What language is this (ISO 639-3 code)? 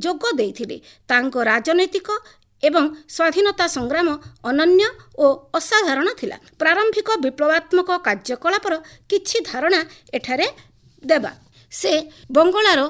ori